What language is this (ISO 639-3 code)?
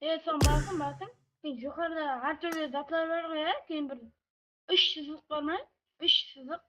kaa